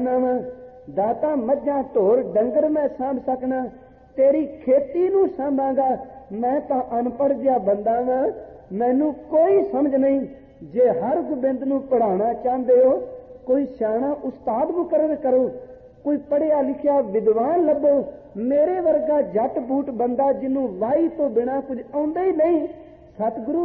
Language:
Punjabi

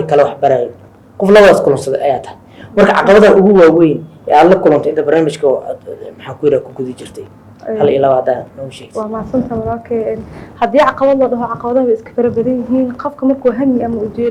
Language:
Somali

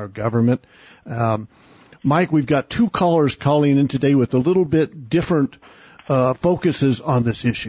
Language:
English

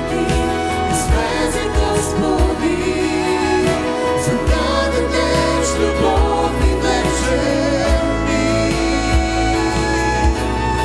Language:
Bulgarian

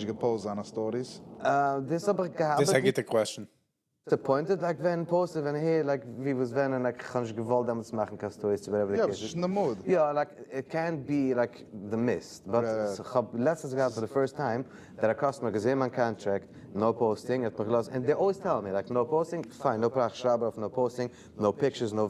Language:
Yiddish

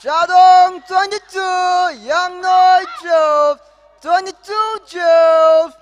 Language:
Tangkhul Naga (India)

